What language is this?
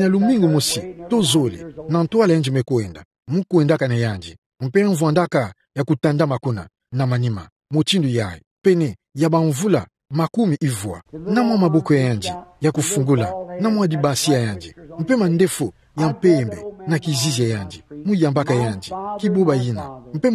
Kituba (Democratic Republic of Congo)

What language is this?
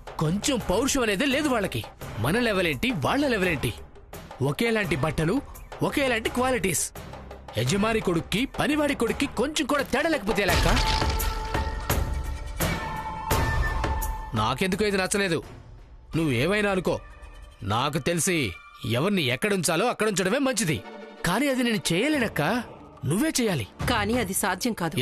Telugu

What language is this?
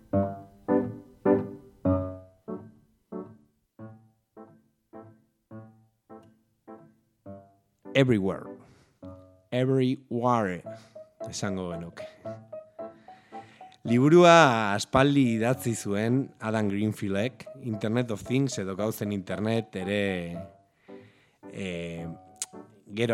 Basque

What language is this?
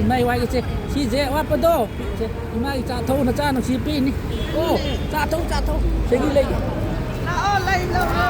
Manipuri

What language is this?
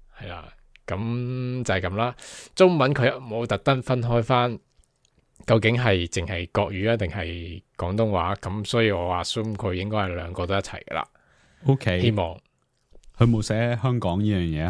Cantonese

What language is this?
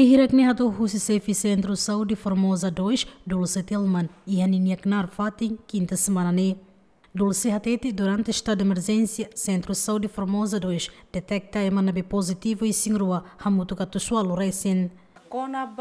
Tetum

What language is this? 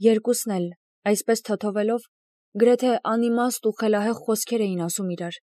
Armenian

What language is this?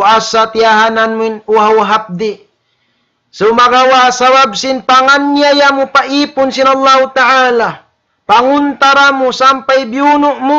Tausug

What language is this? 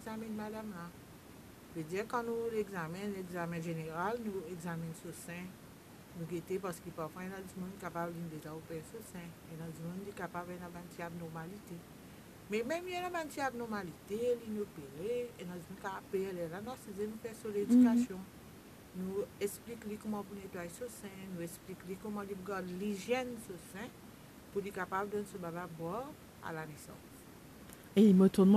Morisyen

